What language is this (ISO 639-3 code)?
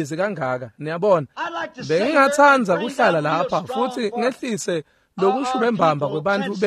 ssw